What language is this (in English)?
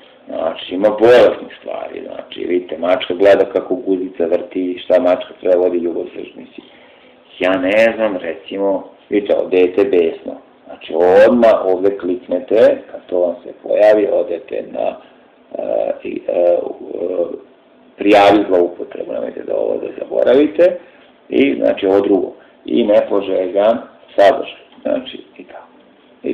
Serbian